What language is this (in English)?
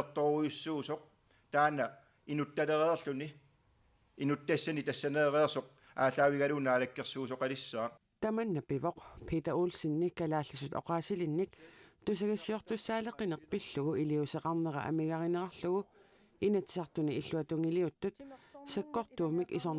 Kalaallisut